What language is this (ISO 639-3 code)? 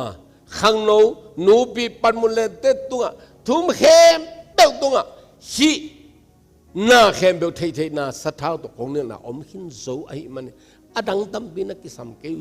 ctd